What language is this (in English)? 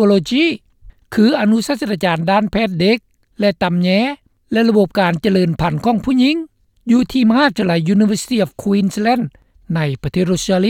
Lao